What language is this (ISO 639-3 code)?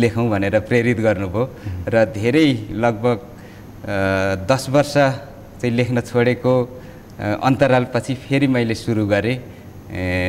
nep